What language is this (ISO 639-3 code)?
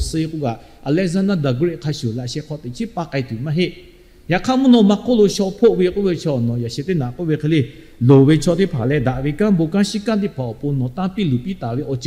lhu